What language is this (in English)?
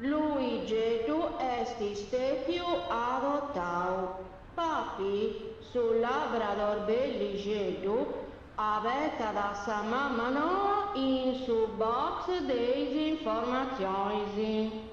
Sardinian